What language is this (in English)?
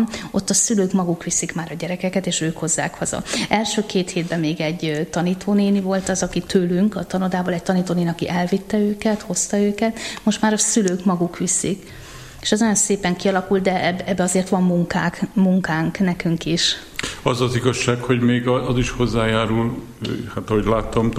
Hungarian